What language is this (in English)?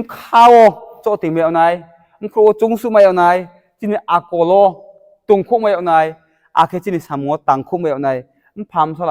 Riang (India)